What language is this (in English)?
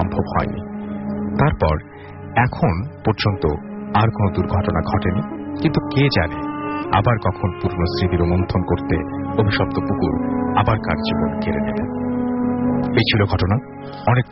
Bangla